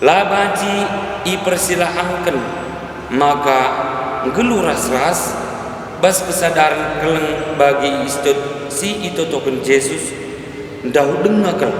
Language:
Batak Karo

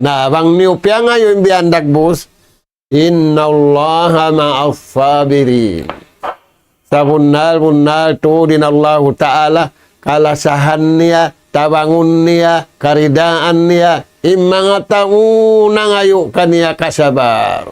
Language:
Tausug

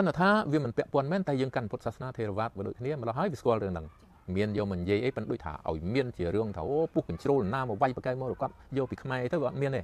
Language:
Khmer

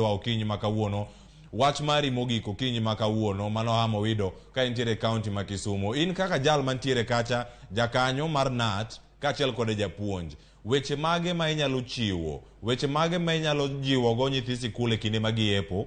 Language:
Luo (Kenya and Tanzania)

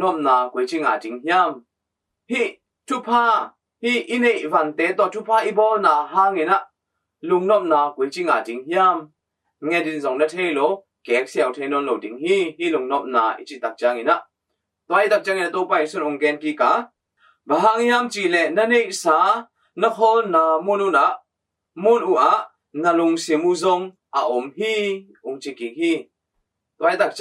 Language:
Tedim Chin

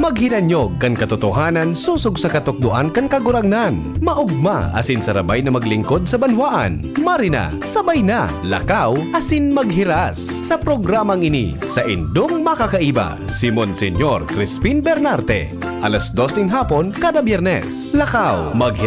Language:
Bikol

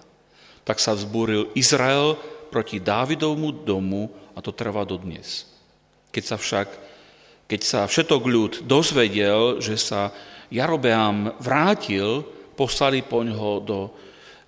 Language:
Slovak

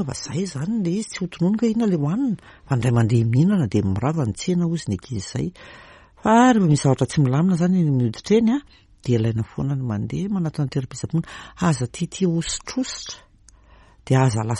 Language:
Malagasy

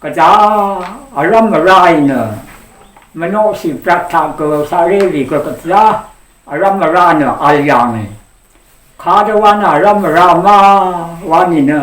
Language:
Rawang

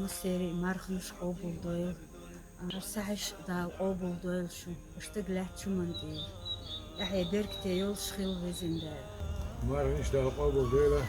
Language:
Chechen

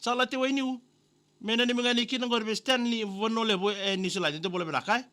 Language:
Fijian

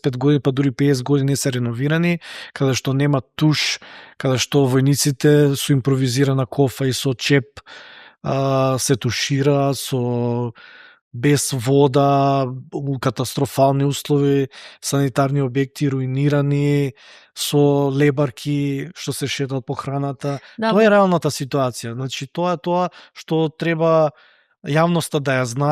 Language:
Macedonian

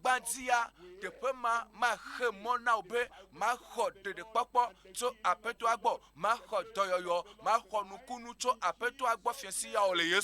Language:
Ewe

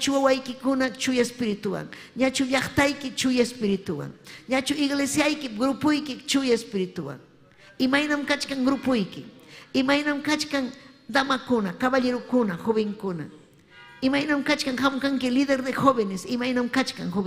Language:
Ayacucho Quechua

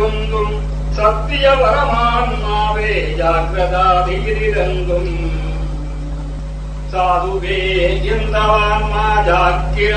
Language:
Malayalam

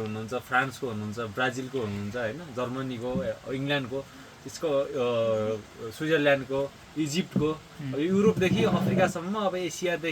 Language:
Nepali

